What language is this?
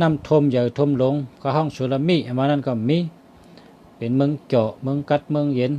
Shan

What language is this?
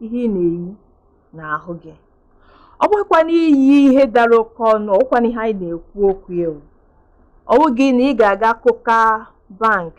Igbo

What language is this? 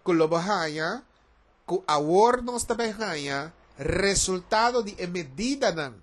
Papiamento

